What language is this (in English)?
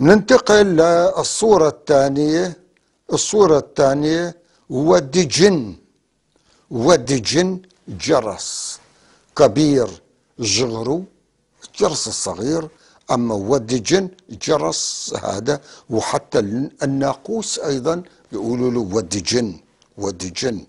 North Levantine Arabic